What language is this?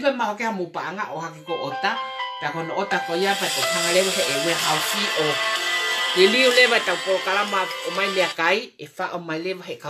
Tongan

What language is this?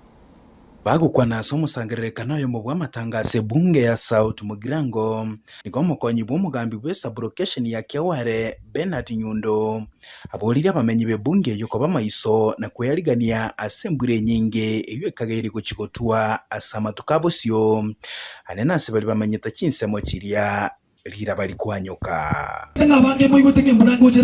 Gusii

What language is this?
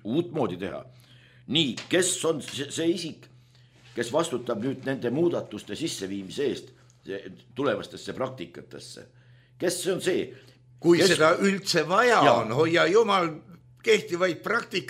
Estonian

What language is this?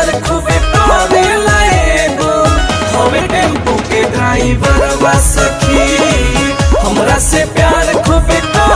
Bhojpuri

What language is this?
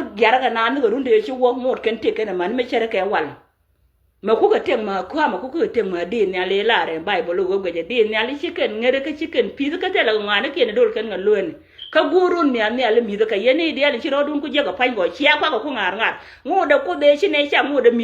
Nuer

